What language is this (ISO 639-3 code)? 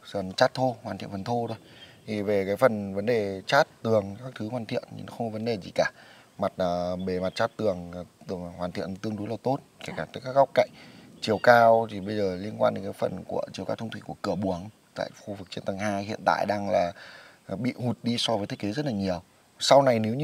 vie